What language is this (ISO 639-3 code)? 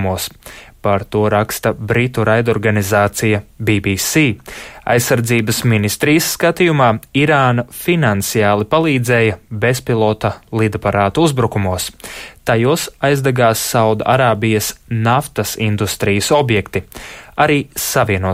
lav